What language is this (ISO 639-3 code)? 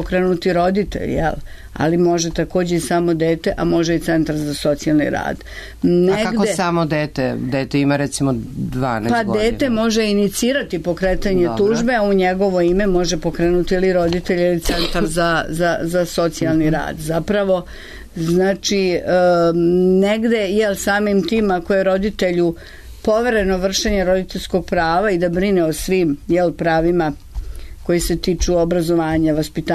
srp